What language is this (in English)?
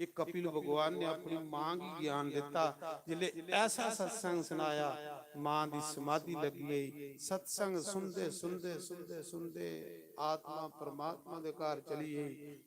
Dogri